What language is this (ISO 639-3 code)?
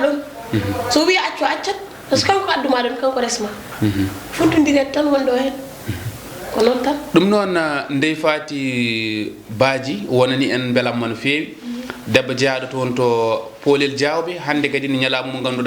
ful